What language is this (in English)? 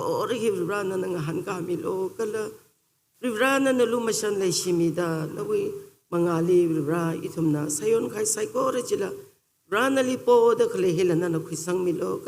Tangkhul Naga (India)